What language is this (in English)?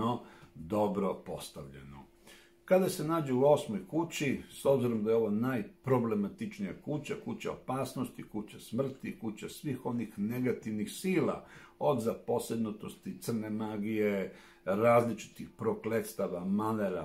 Serbian